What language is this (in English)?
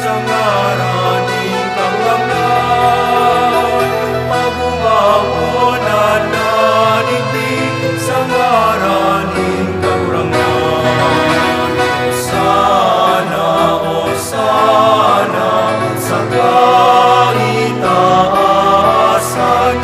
Bikol